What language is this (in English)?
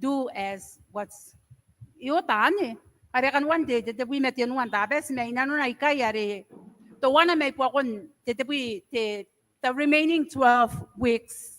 Gilbertese